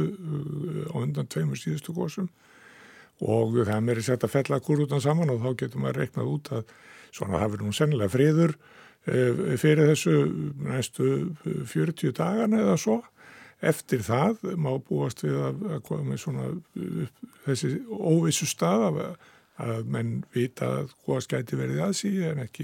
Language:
Icelandic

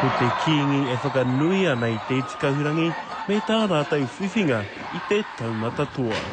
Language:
Māori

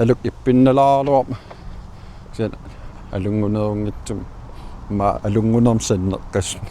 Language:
Kalaallisut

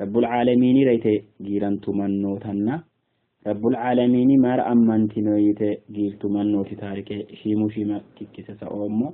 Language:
Sidamo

